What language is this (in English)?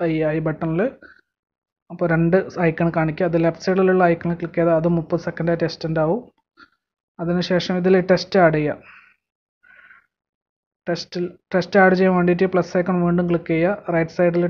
Malayalam